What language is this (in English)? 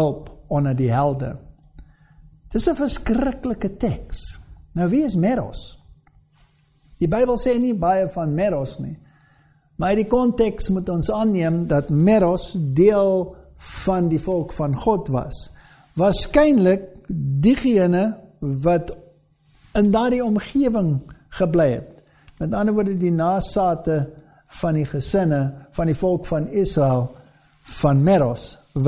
Afrikaans